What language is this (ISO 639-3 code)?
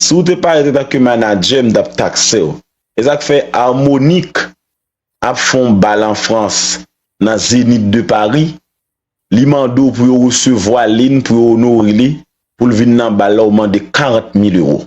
hat